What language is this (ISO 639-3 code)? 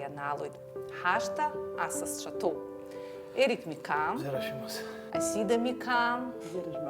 abk